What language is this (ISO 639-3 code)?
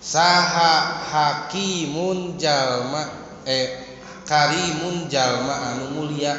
sun